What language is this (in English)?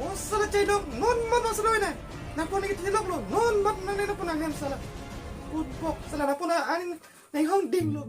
Karbi